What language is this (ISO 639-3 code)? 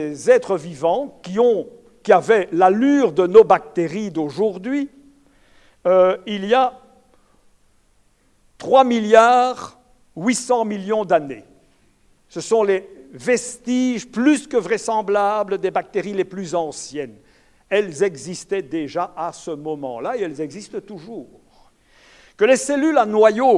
fra